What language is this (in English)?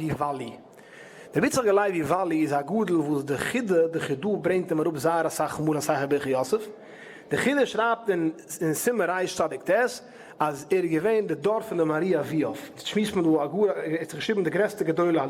Yiddish